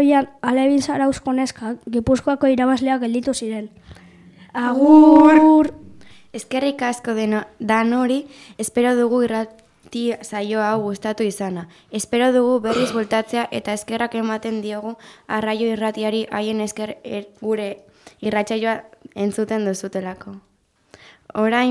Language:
Basque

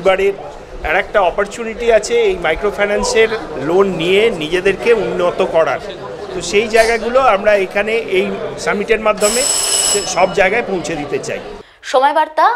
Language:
Bangla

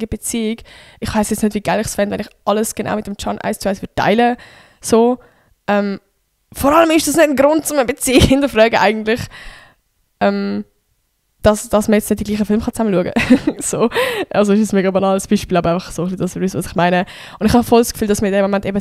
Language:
Swiss German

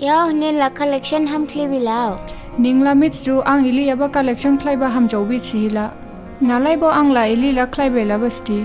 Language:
Dimasa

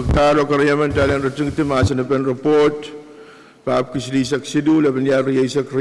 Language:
Pohnpeian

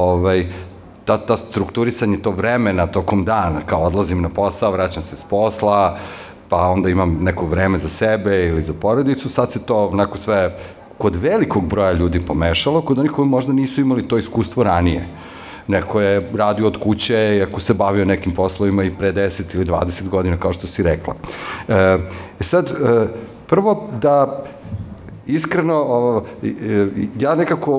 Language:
Serbian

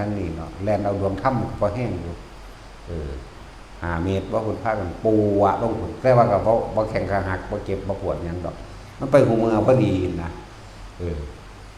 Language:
Northeastern Thai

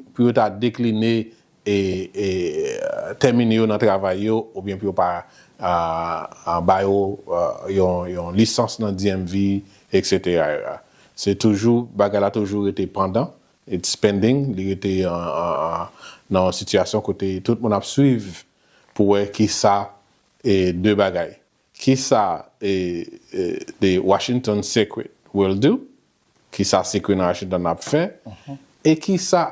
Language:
Haitian Creole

